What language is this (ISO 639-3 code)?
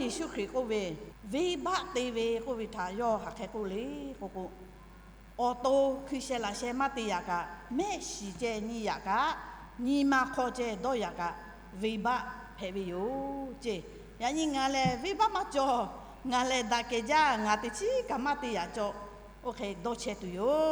lhu